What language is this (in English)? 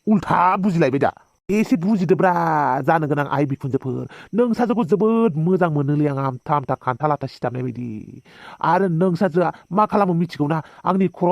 Bodo